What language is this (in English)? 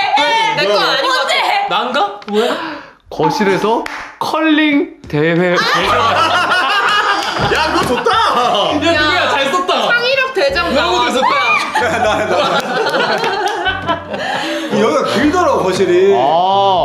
Korean